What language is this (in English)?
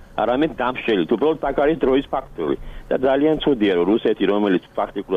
Georgian